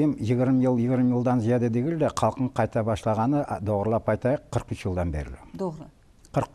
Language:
Crimean Tatar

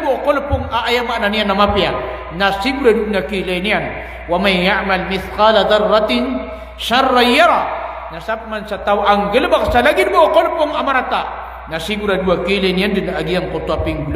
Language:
Maranao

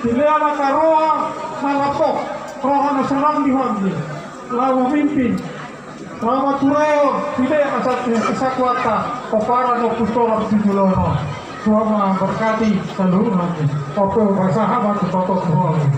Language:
Batak Toba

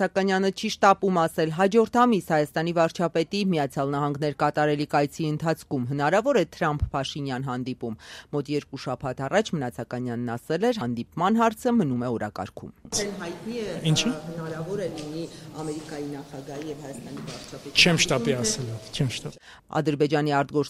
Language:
Armenian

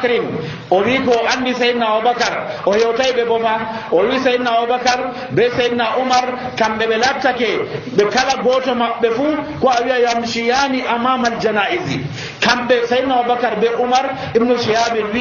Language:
Nigerian Fulfulde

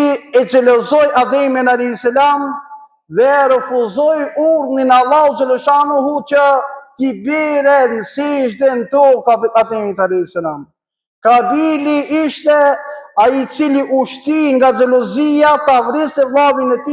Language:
Albanian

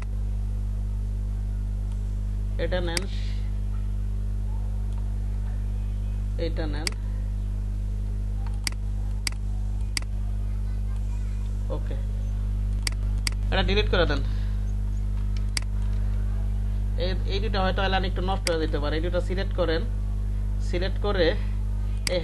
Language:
Bangla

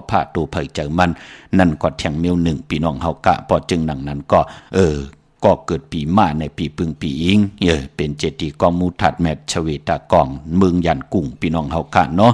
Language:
Shan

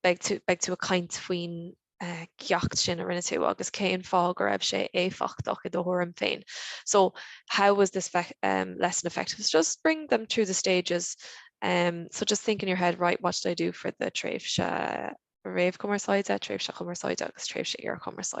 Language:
Irish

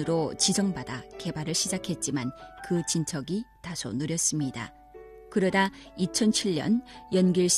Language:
Korean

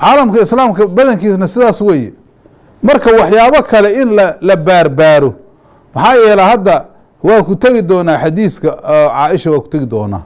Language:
Somali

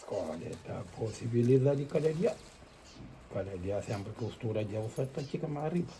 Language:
Kabuverdianu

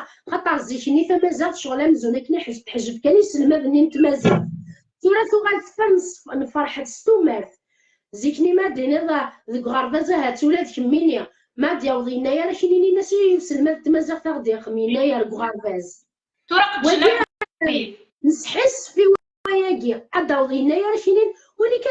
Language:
Kabyle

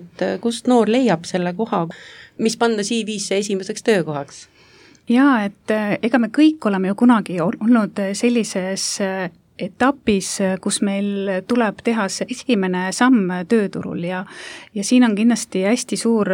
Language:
Estonian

